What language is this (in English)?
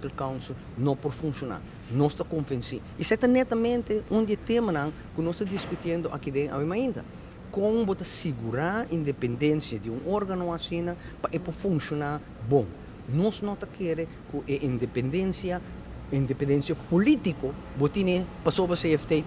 Papiamento